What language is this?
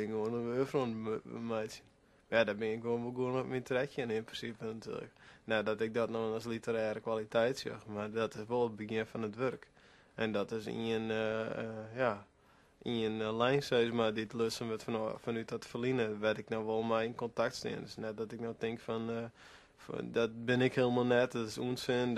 Western Frisian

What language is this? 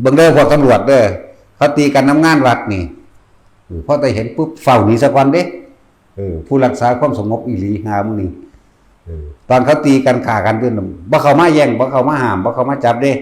Northeastern Thai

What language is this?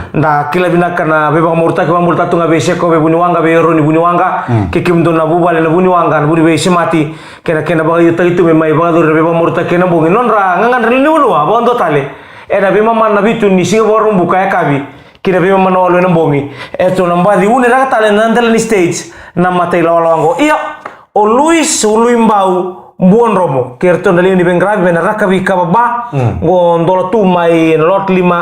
Fijian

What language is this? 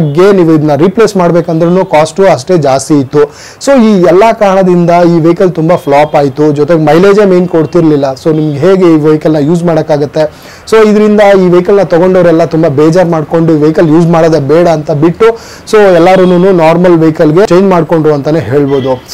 Kannada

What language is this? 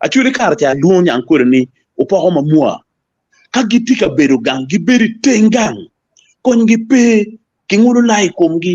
Acoli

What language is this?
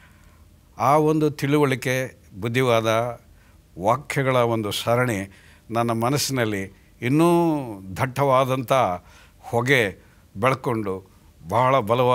Kannada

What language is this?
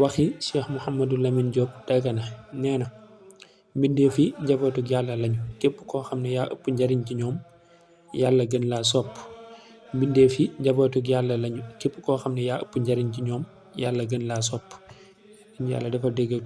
Wolof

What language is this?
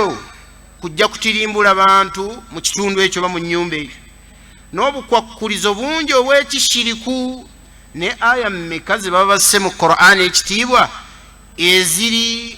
Ganda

